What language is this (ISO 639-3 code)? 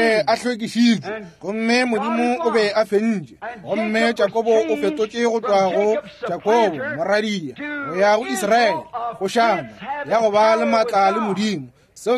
nso